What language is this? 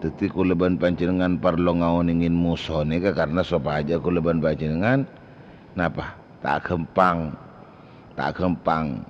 Madurese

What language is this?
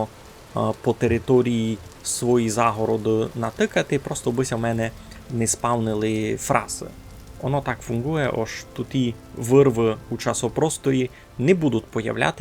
Rusyn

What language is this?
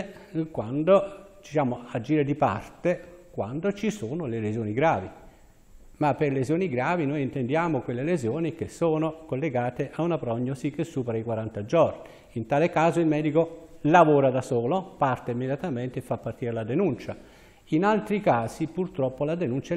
Italian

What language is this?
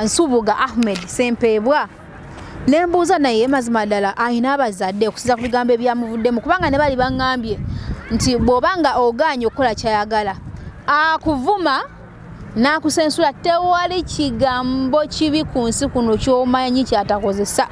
Ganda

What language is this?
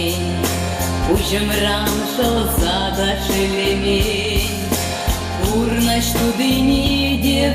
Chuvash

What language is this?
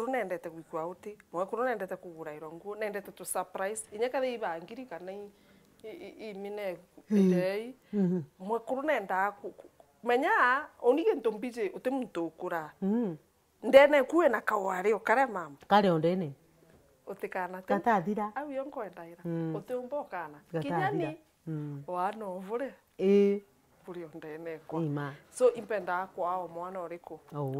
Meru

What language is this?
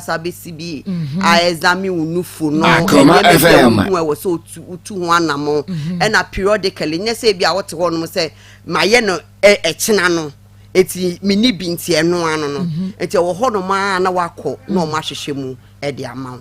Akan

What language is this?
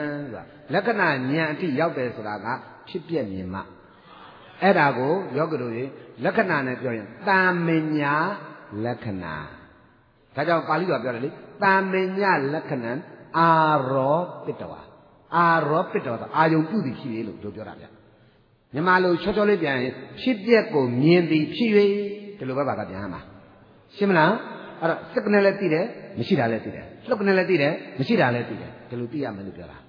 Burmese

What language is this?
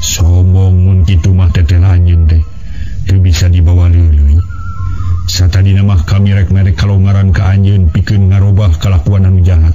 Sundanese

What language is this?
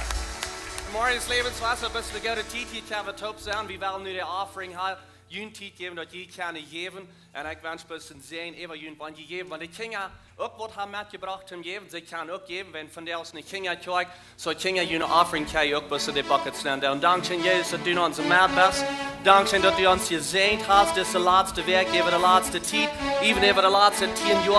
Plautdietsch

